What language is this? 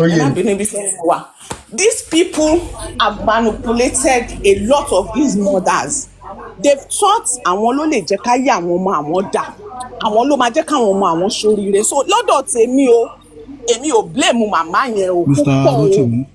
Yoruba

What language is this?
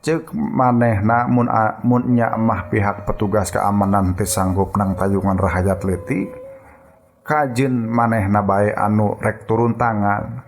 Sundanese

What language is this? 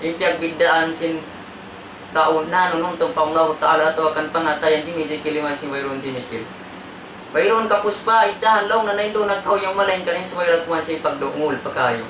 Tausug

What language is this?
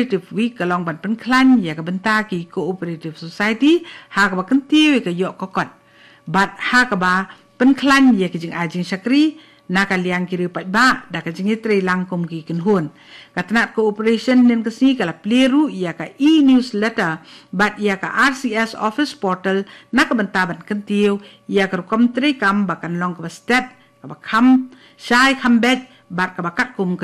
Khasi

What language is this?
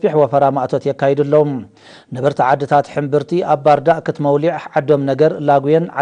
Tigrinya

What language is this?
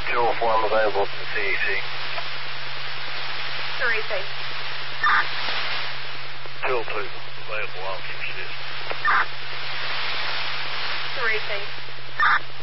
English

